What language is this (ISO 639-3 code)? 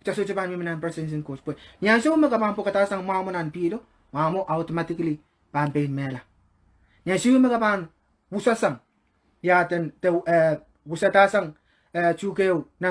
pon